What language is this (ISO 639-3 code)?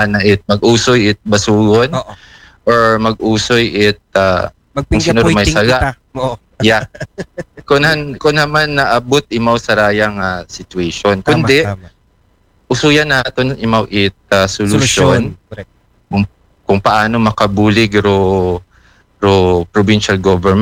akl